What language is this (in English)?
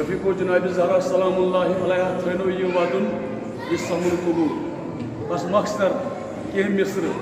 Kashmiri